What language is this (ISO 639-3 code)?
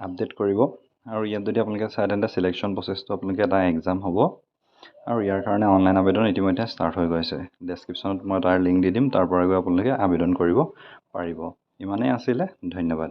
asm